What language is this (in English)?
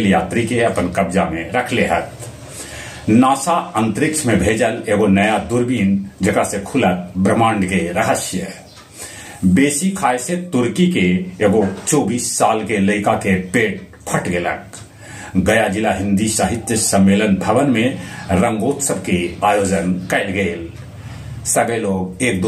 Magahi